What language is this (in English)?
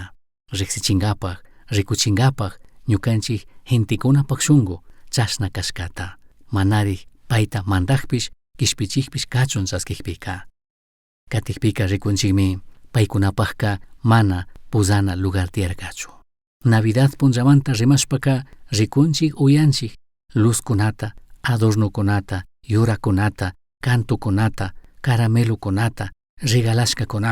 Chimborazo Highland Quichua